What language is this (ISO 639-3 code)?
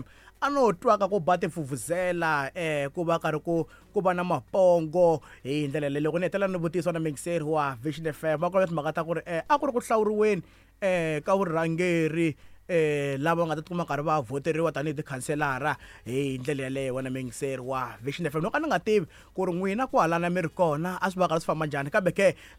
tso